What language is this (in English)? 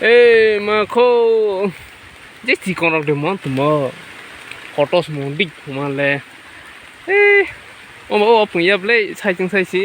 Kok Borok